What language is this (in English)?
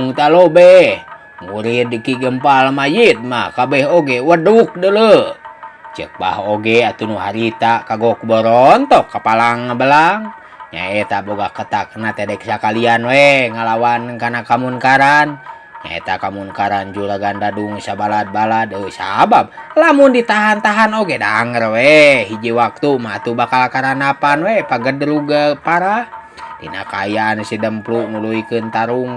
Sundanese